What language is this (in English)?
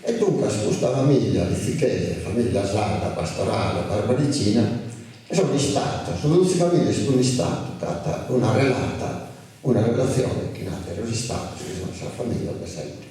Sardinian